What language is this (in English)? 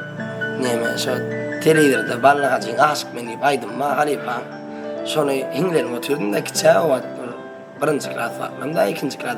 Turkmen